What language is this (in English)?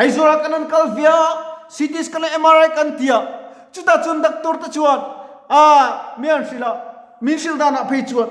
Mizo